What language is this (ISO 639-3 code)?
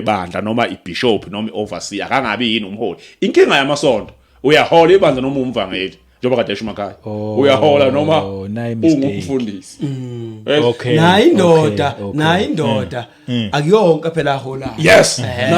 zul